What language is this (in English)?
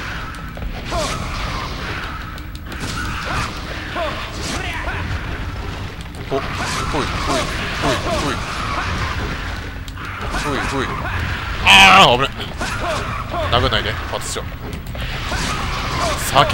Japanese